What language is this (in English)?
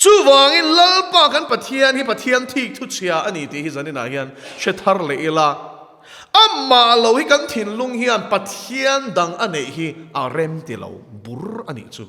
Mizo